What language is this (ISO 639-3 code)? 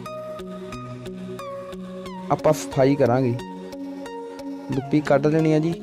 pan